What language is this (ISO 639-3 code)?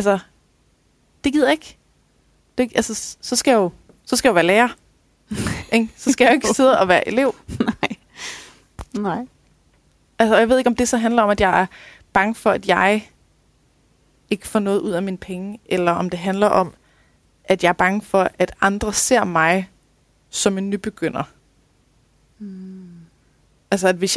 dan